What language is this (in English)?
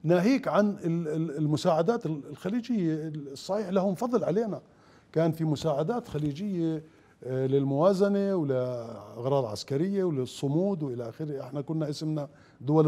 Mesopotamian Arabic